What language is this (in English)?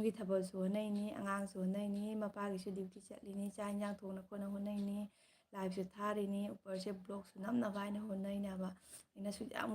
Manipuri